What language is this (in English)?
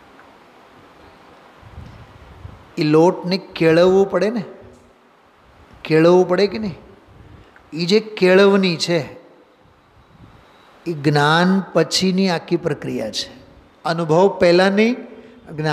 Gujarati